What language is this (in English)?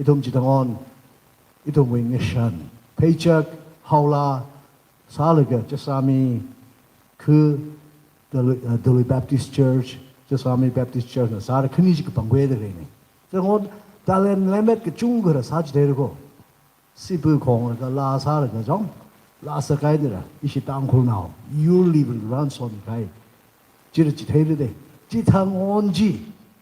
Tangkhul Naga (India)